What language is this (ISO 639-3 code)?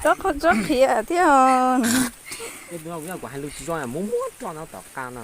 hmn